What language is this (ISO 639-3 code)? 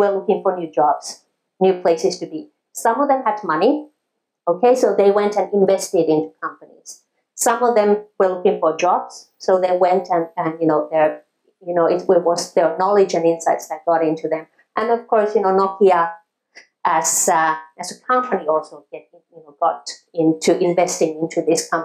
eng